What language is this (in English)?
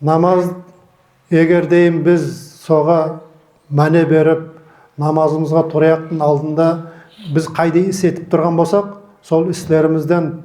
Nogai